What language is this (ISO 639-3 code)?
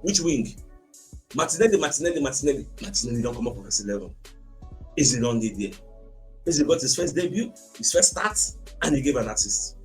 pcm